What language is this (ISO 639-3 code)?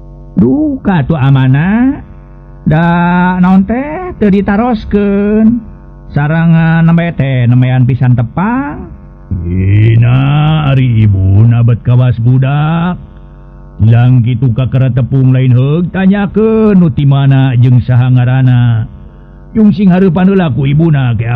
sun